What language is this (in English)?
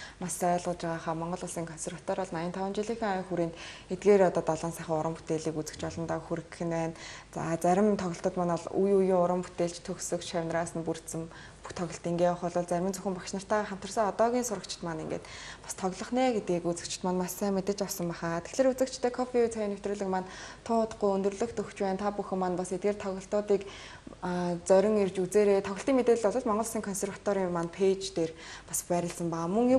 Mongolian